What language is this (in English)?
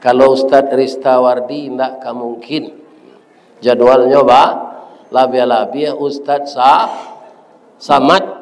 Minangkabau